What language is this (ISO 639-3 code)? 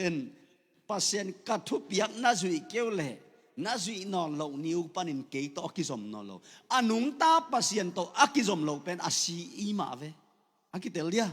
ctd